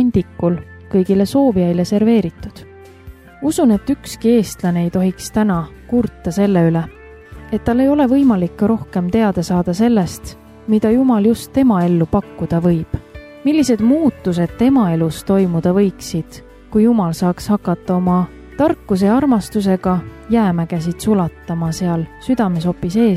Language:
Estonian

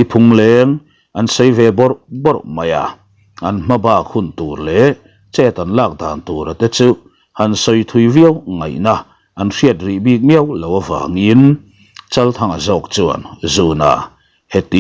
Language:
Mizo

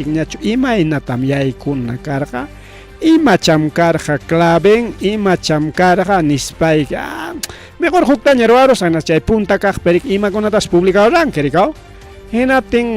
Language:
Ayacucho Quechua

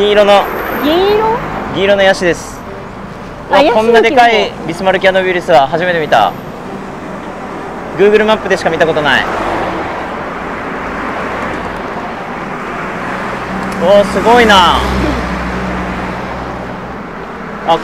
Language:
Japanese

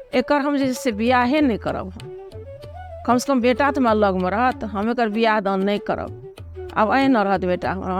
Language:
Maithili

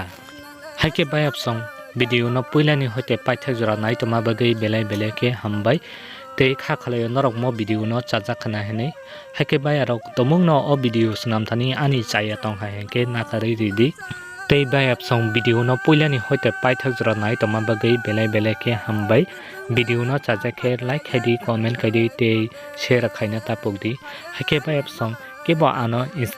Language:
Kok Borok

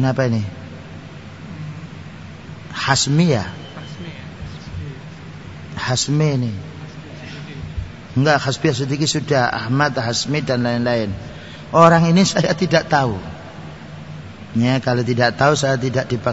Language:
Indonesian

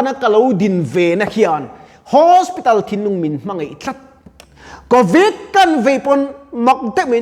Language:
Mizo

